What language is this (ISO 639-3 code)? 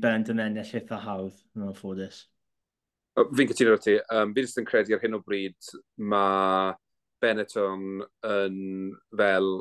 cym